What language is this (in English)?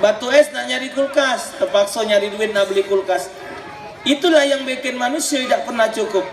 Musi